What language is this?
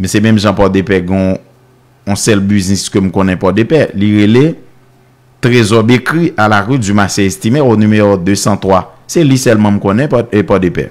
Haitian Creole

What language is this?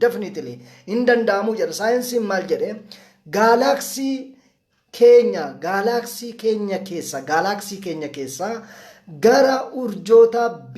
Oromo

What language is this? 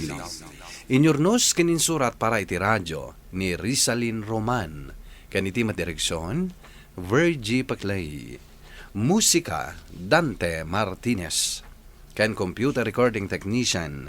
Iloko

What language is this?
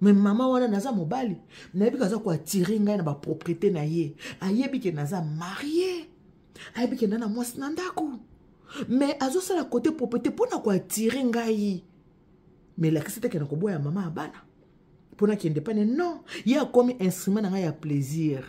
Lingala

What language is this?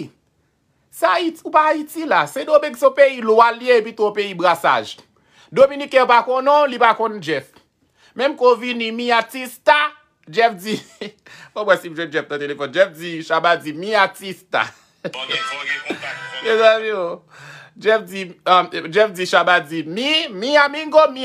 Haitian Creole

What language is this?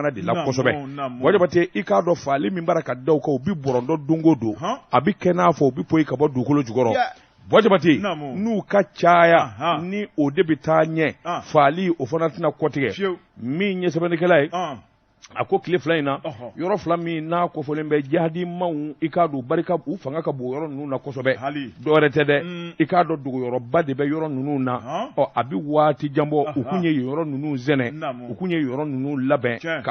Bambara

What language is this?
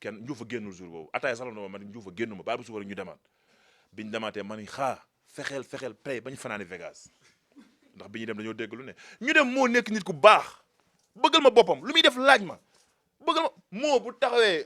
Wolof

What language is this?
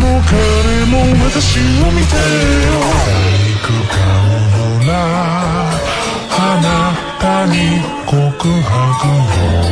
Japanese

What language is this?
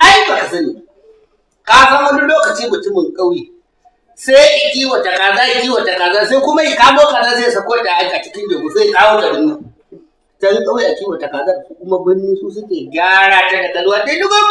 Hausa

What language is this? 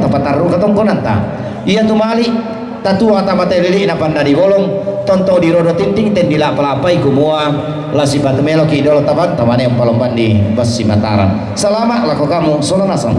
Toraja-Sa'dan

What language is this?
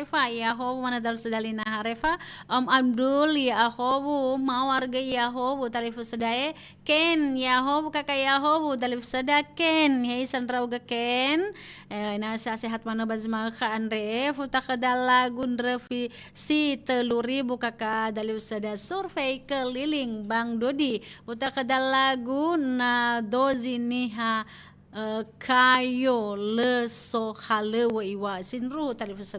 Nias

